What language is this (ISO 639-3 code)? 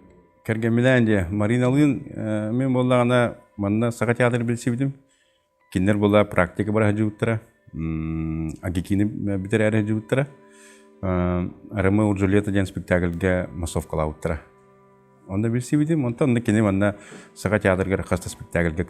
sah